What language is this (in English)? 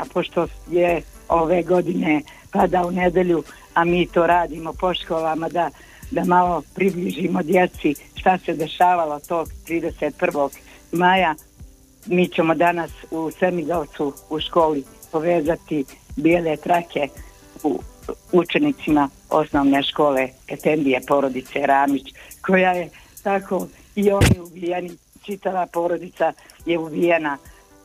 Bosnian